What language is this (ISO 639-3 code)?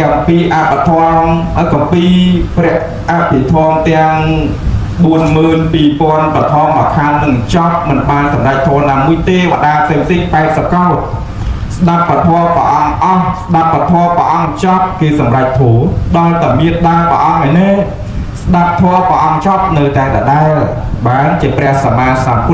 khm